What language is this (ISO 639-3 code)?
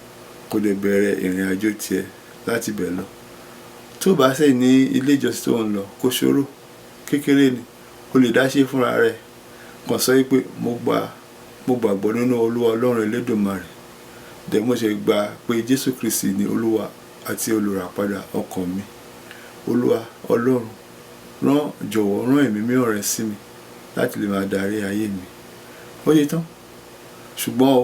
yor